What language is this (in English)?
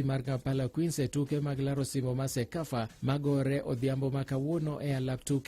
Luo (Kenya and Tanzania)